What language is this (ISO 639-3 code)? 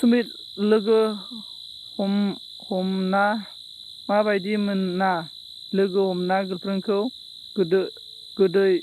brx